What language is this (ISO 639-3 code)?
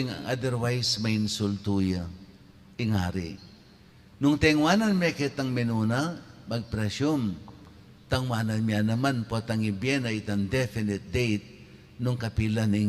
pam